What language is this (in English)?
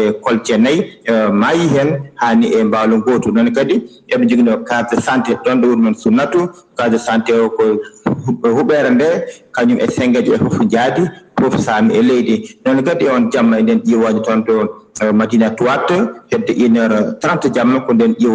Fula